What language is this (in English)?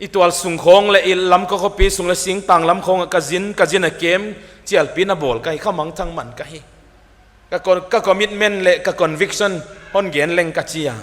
Paite Chin